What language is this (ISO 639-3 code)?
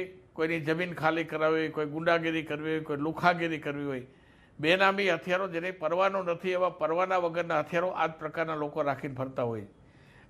guj